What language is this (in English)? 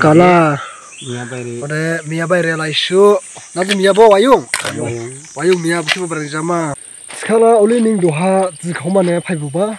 Dimasa